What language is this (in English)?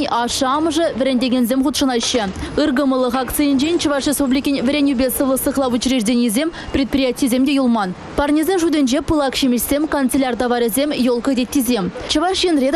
Chuvash